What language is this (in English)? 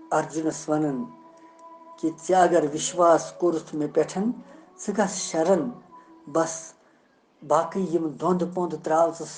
Kashmiri